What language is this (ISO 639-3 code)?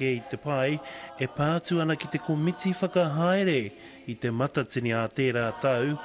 mri